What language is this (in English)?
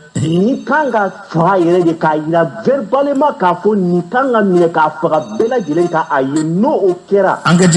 Bambara